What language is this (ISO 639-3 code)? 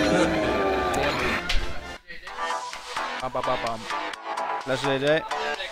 nor